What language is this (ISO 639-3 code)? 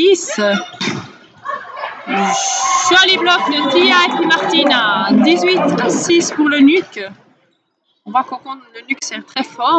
fra